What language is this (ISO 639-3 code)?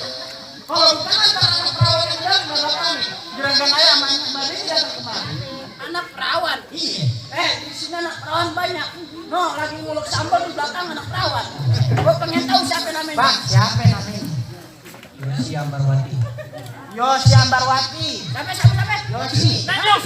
bew